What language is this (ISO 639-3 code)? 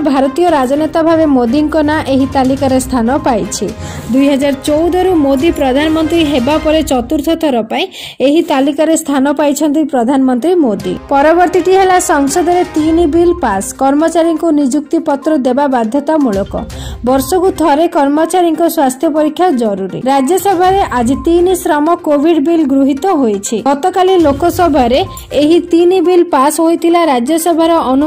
ori